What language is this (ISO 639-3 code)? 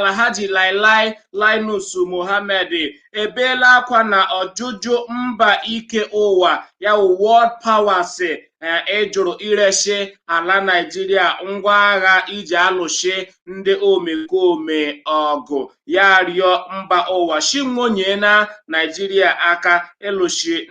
ibo